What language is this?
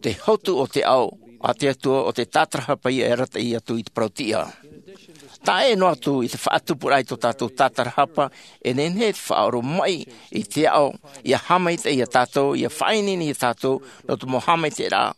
Tahitian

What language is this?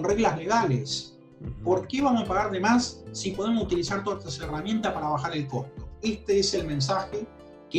Spanish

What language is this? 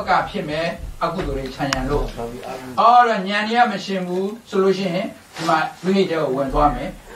Burmese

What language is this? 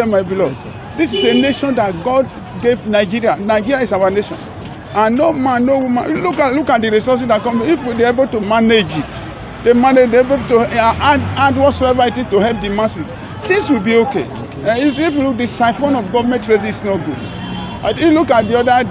Nigerian Pidgin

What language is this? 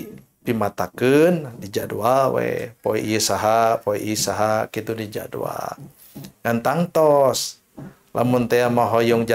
Sundanese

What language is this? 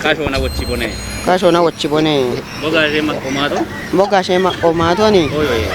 Kafa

